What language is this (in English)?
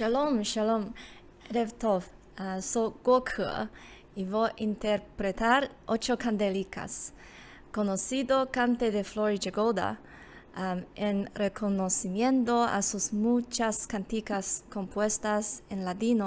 Ladino